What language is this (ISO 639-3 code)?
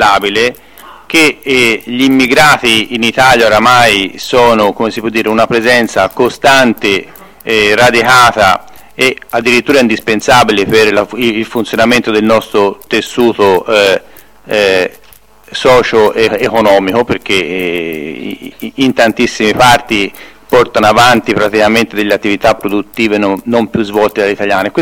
ita